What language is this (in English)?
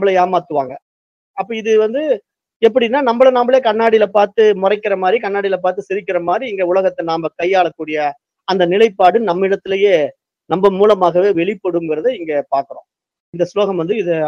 Tamil